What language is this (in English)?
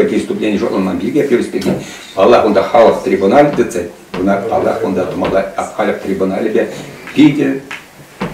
Chuvash